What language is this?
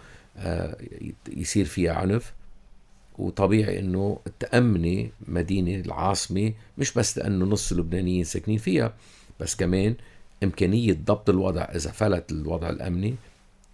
North Levantine Arabic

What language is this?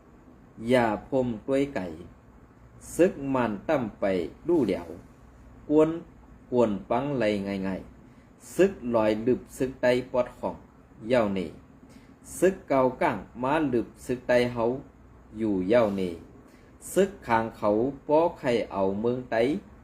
Shan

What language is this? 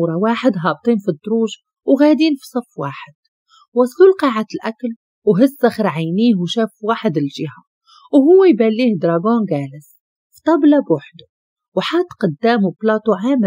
Moroccan Arabic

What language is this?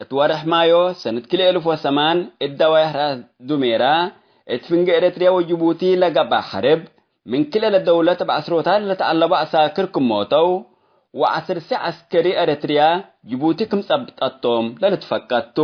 Tigre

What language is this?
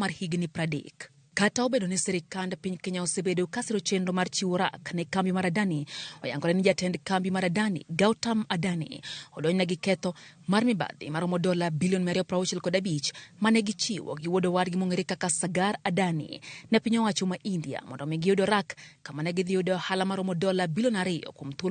Luo (Kenya and Tanzania)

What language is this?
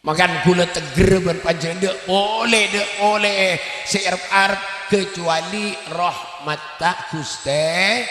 Madurese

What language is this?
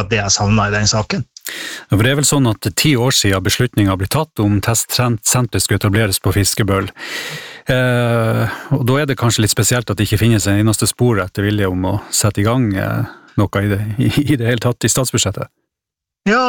Norwegian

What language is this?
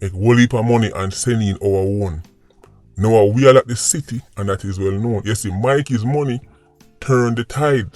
Jamaican Creole English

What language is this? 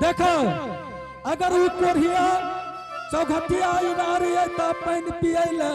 Angika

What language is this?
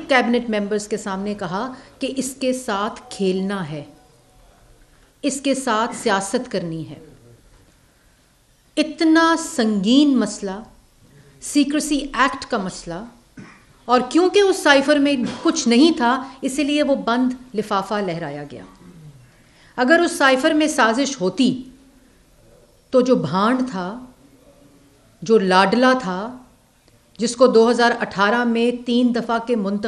Urdu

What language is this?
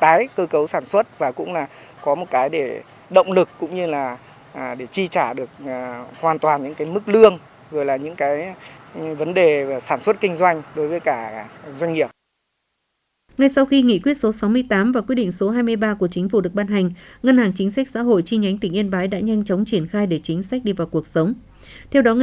Vietnamese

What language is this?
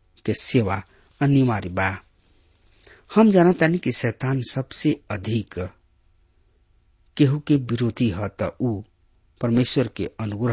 Bhojpuri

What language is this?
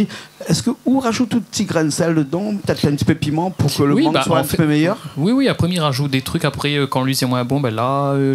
Réunion Creole French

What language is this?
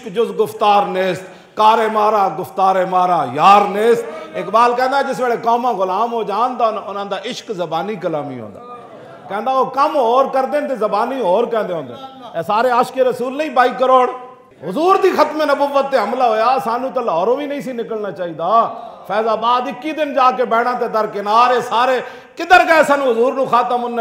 Western Panjabi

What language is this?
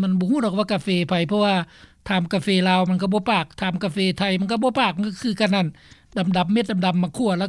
Lao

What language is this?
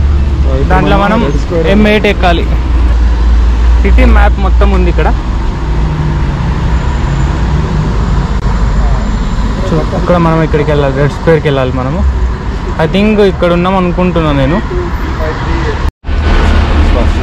Telugu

